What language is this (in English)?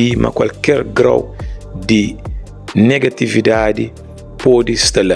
Kabuverdianu